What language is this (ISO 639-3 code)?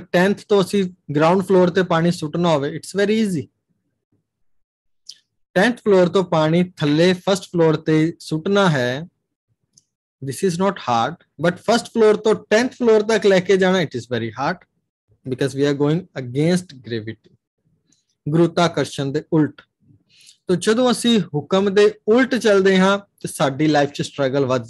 pan